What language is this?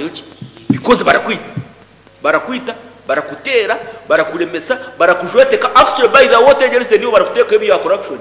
Nyankole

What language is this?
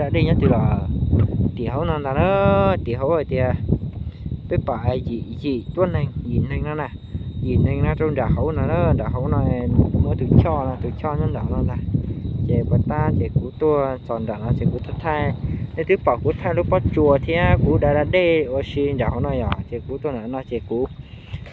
Hmong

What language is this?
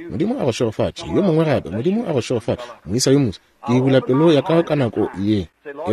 Northern Sotho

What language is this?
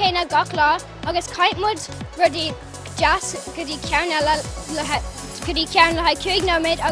Irish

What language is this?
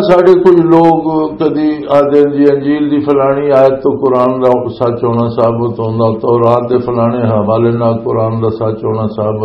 Western Panjabi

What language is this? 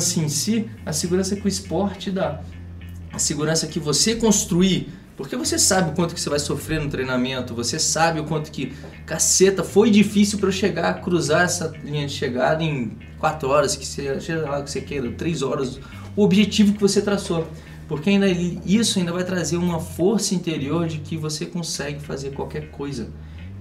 Portuguese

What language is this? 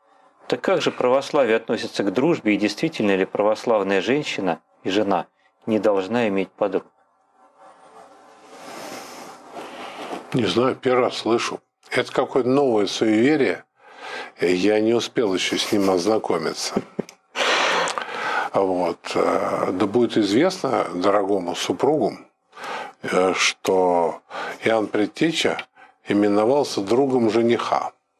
Russian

